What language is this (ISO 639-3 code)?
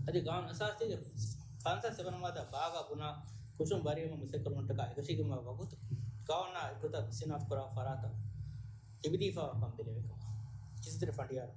div